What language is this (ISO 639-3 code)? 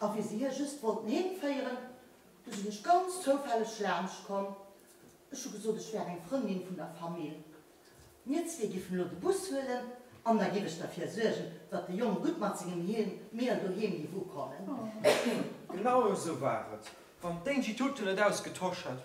ltz